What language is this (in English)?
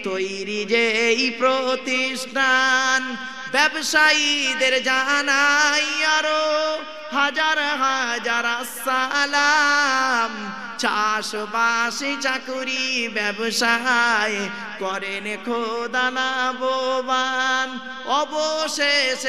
Bangla